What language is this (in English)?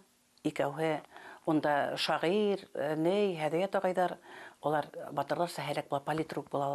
Bashkir